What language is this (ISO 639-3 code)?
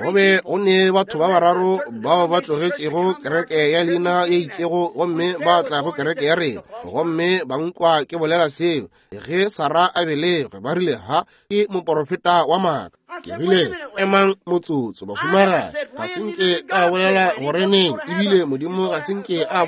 nso